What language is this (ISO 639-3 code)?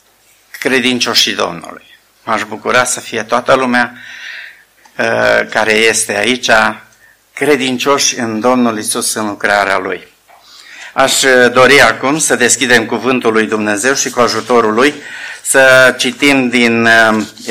ron